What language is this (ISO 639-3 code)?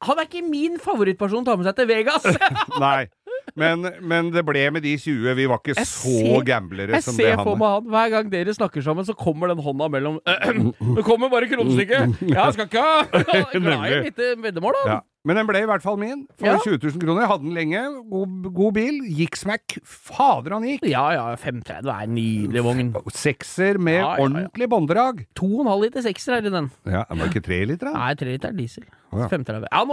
nor